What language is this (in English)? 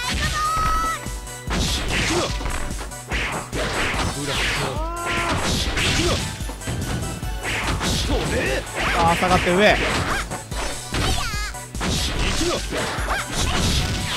Japanese